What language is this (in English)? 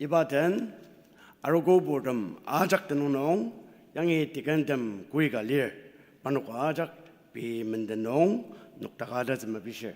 Ao Naga